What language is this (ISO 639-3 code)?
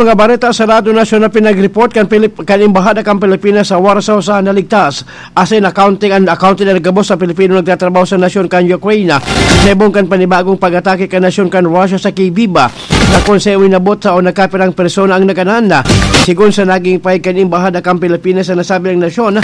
bik